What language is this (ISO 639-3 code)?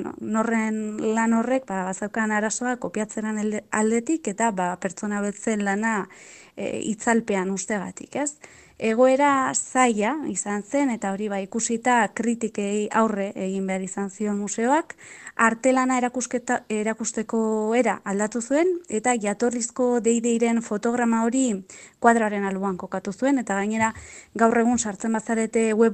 eus